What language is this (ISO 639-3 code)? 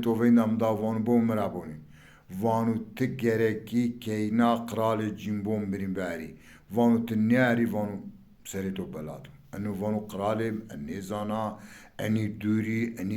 zza